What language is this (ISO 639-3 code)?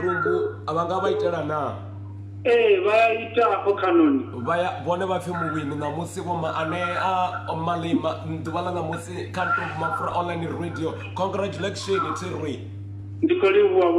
ven